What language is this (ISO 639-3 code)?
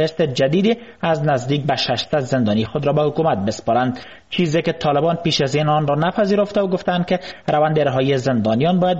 fas